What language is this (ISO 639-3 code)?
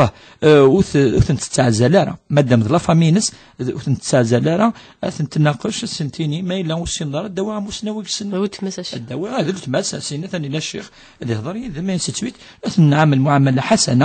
kab